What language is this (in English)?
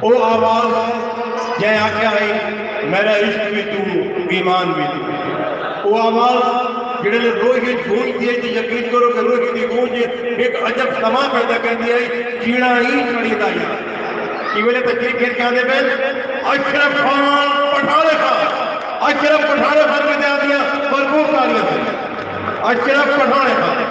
Saraiki